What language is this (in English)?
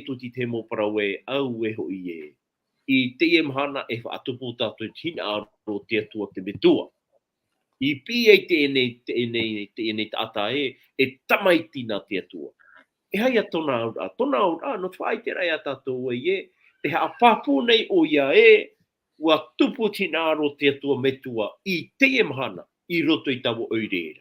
Tahitian